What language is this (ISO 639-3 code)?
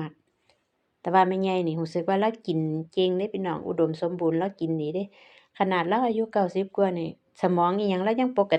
lao